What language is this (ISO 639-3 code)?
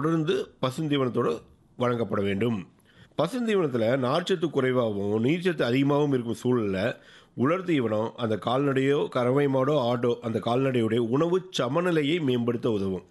tam